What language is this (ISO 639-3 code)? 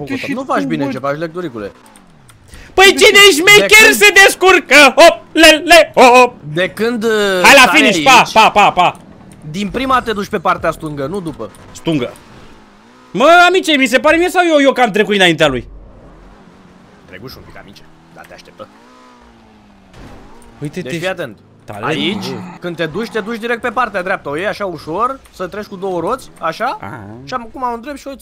ron